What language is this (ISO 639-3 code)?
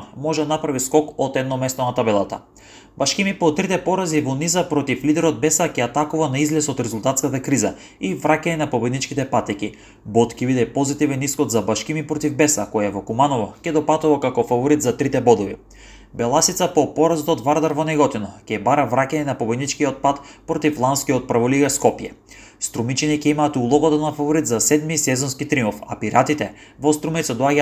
mkd